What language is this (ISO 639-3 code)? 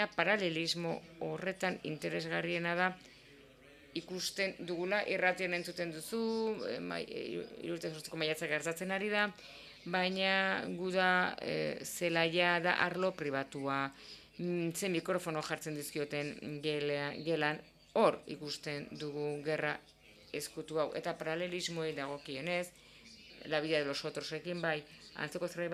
eus